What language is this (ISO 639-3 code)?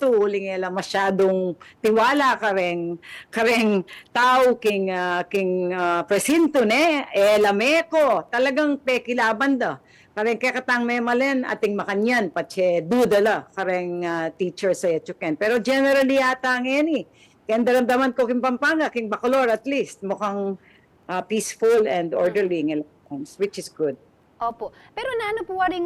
pam